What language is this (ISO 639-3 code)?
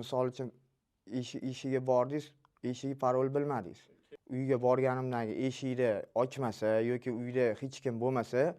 uzb